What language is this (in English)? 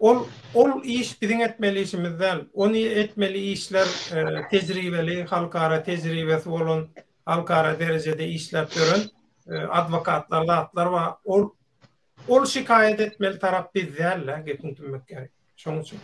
Turkmen